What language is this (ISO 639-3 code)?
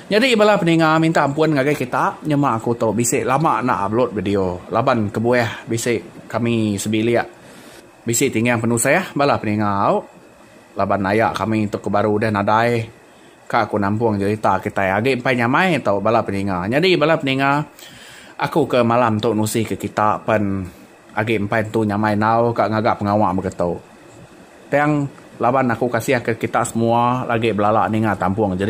iba